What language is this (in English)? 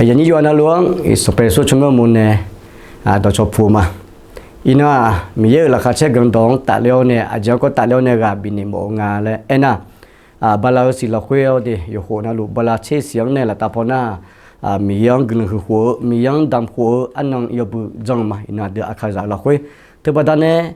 Akha